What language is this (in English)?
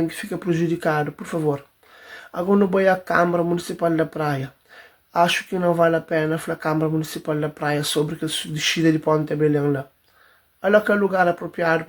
Kabuverdianu